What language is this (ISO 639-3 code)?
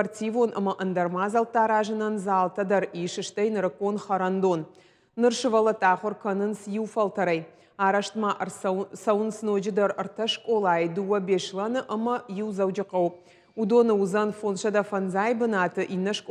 oss